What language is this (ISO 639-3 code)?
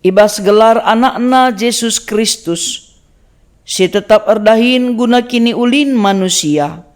btx